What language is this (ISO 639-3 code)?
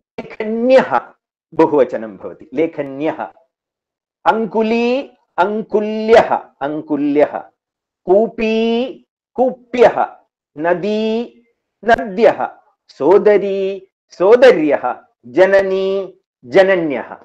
san